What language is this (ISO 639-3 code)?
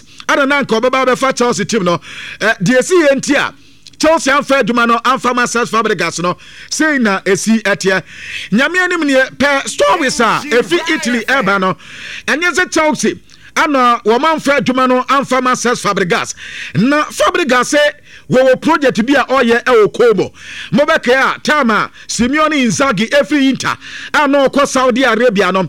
aka